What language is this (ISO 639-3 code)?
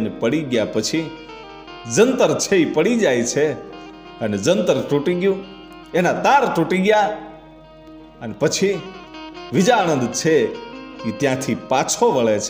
guj